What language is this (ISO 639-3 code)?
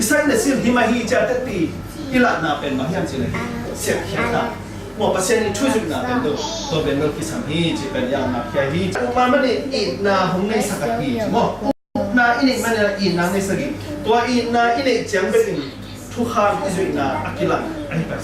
ctd